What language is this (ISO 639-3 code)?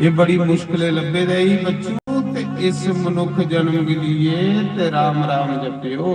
doi